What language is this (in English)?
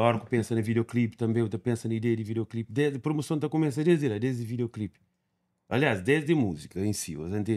Kabuverdianu